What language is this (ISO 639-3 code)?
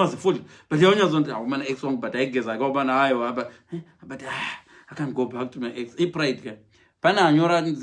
sna